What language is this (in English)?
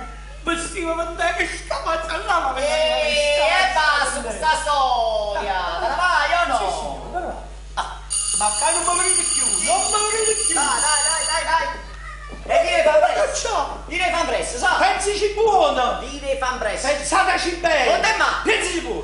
Neapolitan